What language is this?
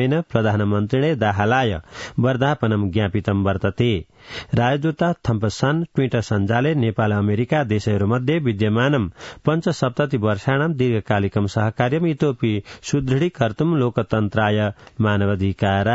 Sanskrit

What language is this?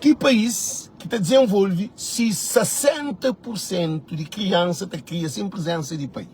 Kabuverdianu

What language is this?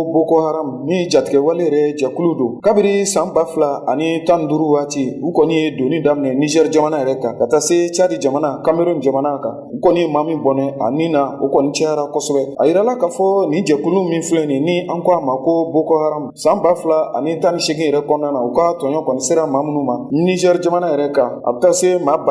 Bambara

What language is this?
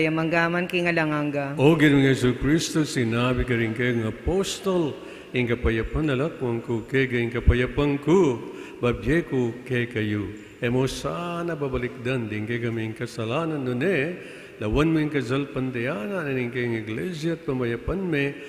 Pampanga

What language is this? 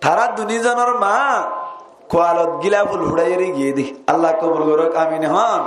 Rohingya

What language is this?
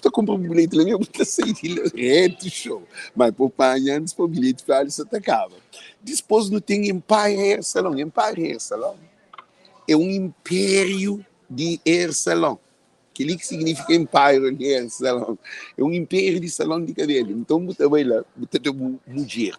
Kabuverdianu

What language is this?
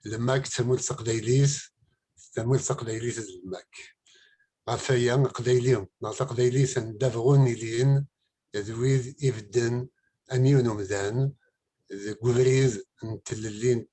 Kabyle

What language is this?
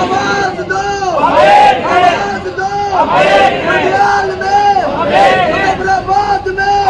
Pahari-Potwari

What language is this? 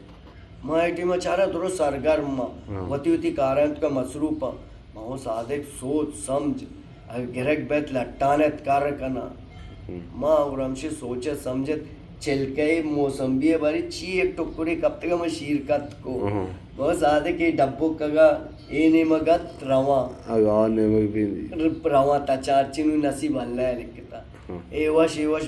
Baluchi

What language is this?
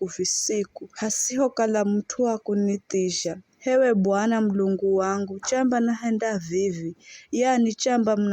Giryama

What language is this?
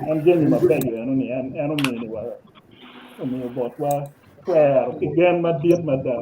Acoli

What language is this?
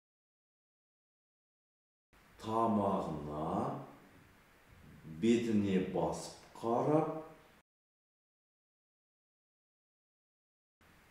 Kazakh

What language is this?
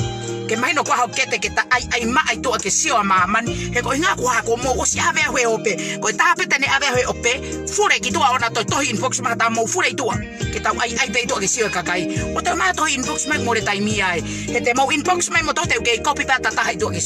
Tongan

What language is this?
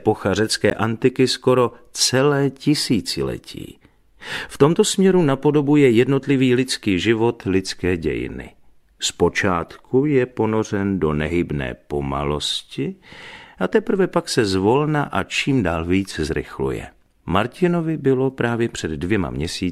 Czech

